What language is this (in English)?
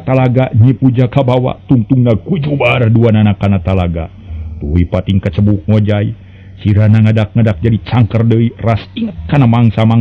Sundanese